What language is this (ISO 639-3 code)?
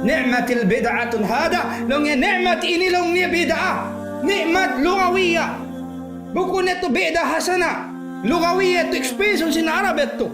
tsg